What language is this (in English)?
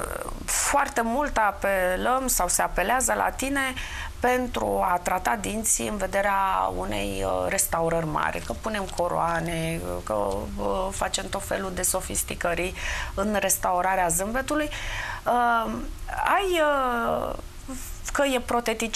Romanian